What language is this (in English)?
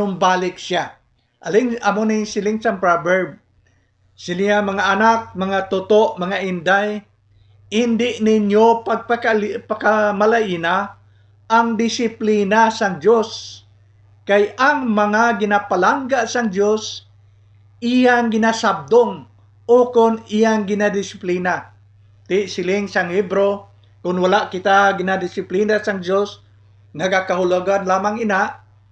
Hiligaynon